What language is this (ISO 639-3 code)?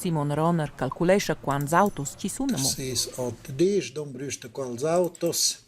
roh